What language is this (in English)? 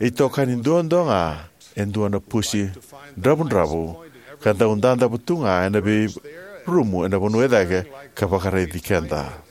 Fijian